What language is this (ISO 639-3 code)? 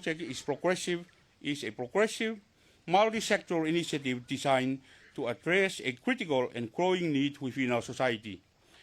ton